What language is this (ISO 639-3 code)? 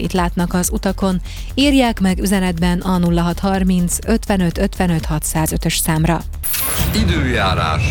hun